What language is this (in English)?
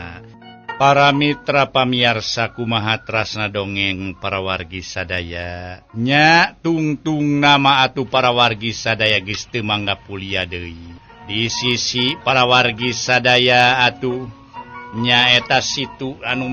Sundanese